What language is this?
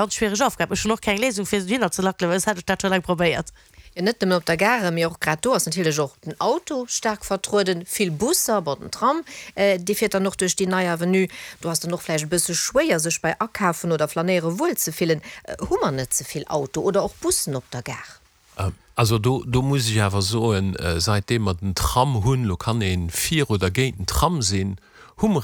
Luxembourgish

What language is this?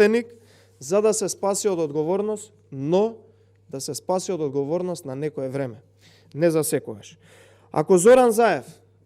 Macedonian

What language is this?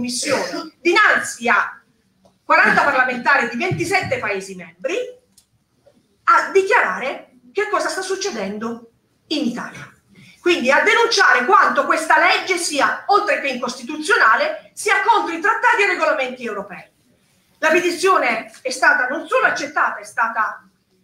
Italian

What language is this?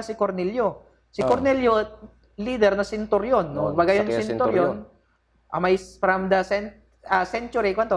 Pangasinan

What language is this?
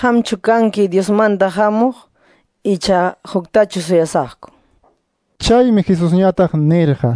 Quechua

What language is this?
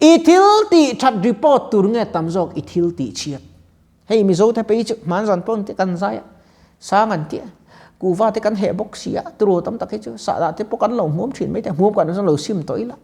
Mizo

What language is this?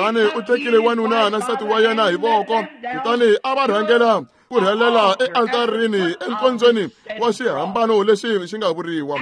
Tsonga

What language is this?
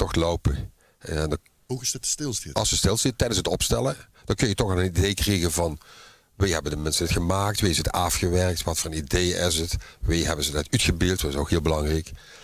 Limburgish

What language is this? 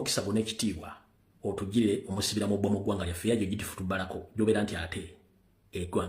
Ganda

